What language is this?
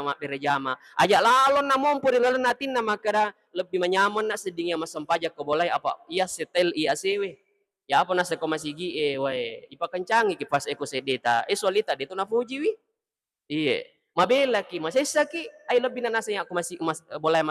Buginese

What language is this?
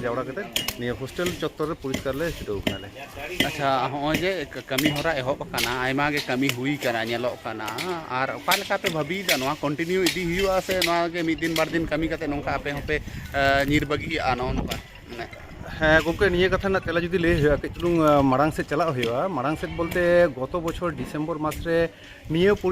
Santali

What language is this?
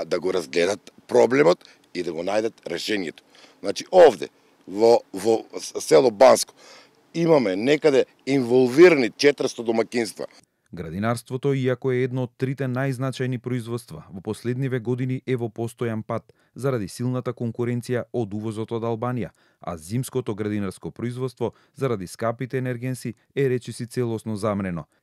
Macedonian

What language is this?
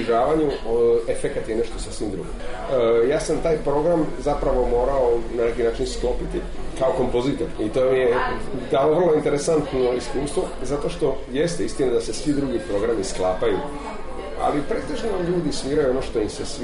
Serbian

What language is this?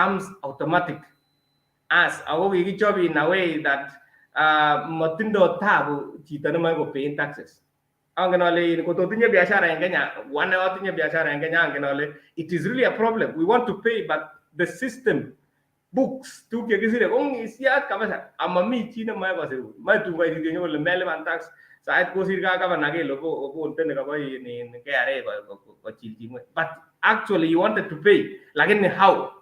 Kalenjin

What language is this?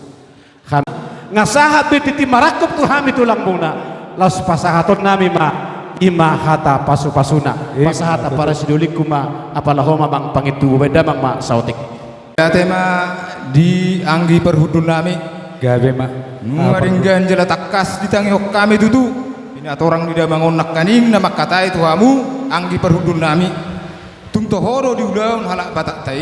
Batak Toba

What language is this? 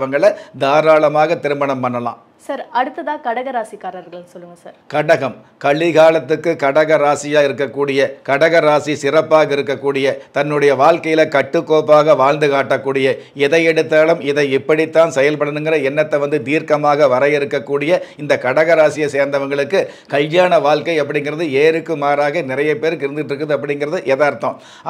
Tamil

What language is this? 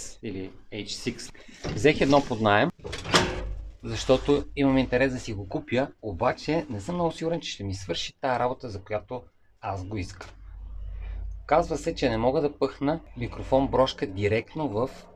Bulgarian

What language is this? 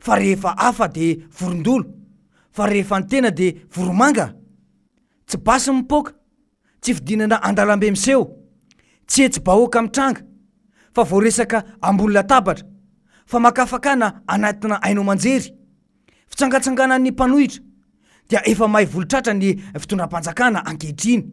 Malagasy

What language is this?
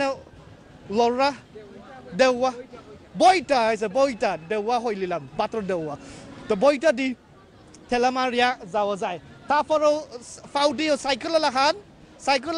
Sylheti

